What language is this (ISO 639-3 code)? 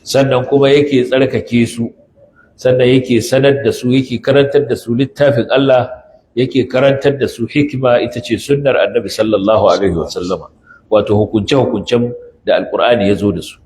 hau